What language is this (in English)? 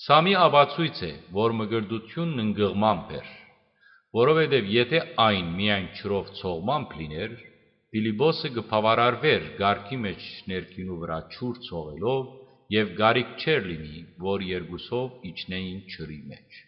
Western Armenian